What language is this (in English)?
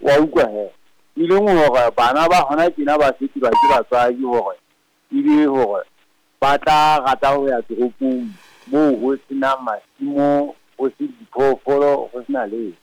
Southern Sotho